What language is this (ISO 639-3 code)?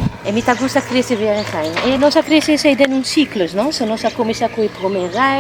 pap